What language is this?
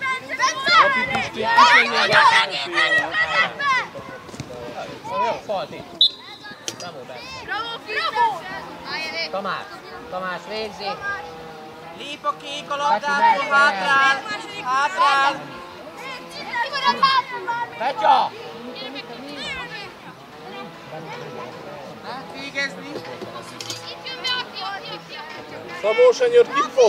Hungarian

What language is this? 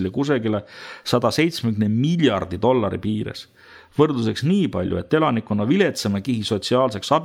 Estonian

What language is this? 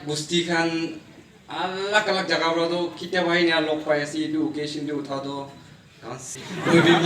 Naga Pidgin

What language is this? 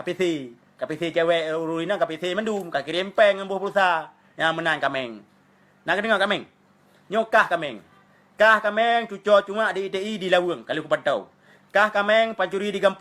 Achinese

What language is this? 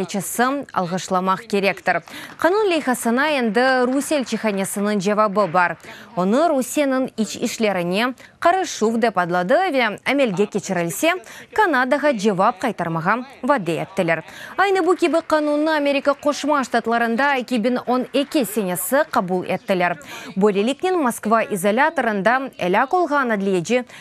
Crimean Tatar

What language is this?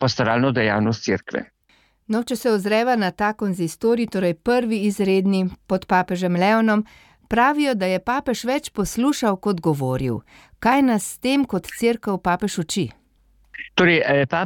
Slovenian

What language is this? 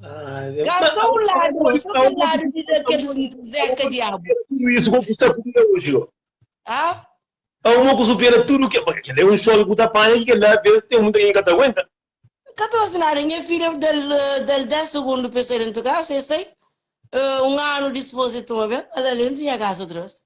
Kabuverdianu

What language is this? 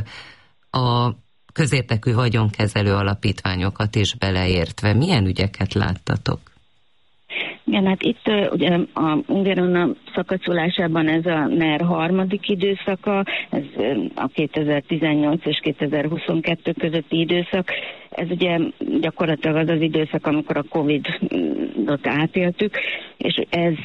Hungarian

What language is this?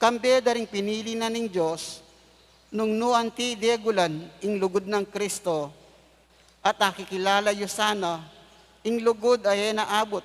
Pampanga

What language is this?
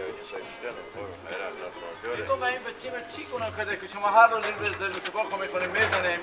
Persian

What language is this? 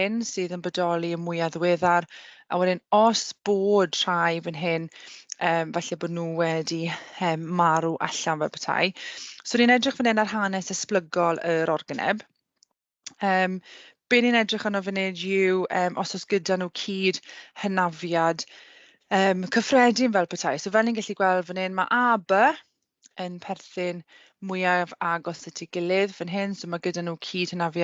Welsh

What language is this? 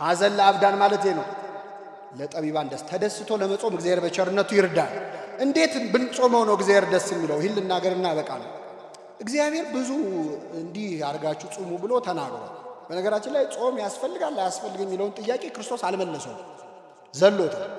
Amharic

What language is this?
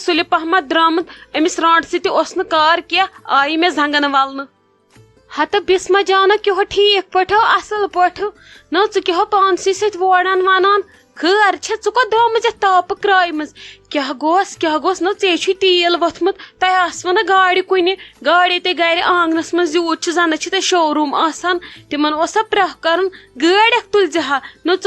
Kashmiri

